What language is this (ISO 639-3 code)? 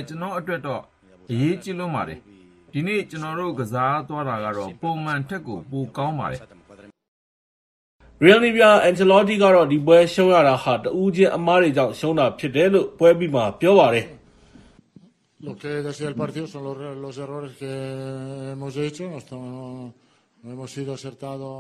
mya